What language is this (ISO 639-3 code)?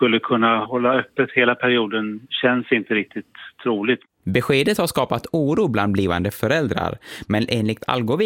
swe